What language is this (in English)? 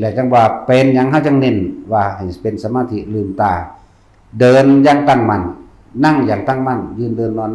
Northeastern Thai